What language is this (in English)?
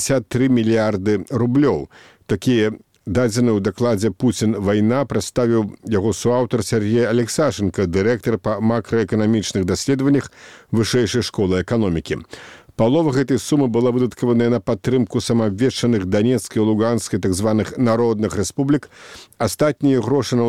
Belarusian